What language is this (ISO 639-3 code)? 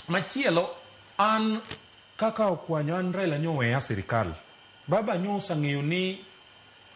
luo